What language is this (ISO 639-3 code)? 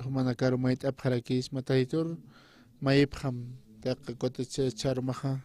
aym